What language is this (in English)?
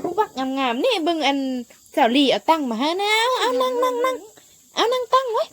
Lao